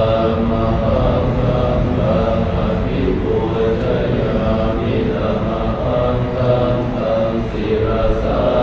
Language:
Pali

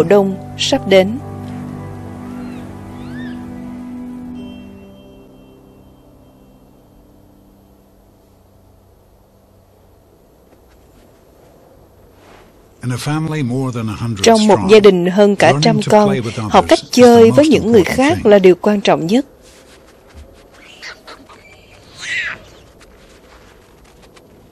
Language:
Vietnamese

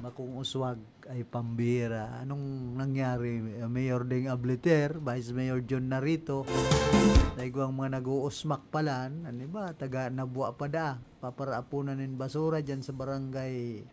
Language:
Bikol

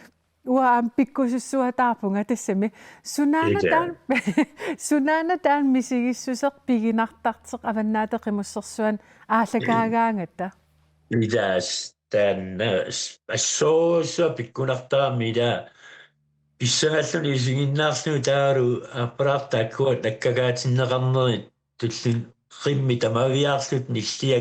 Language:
Kalaallisut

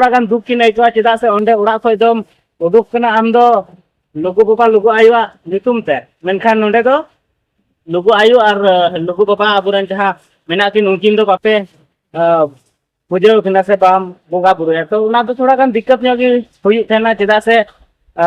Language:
Santali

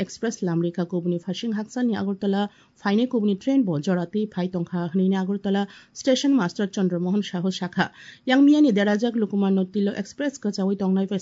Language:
Kok Borok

